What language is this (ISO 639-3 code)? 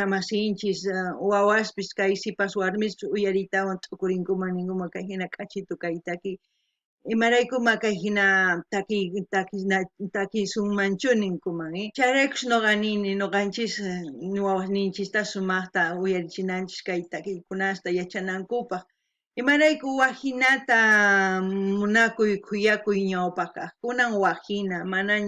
quh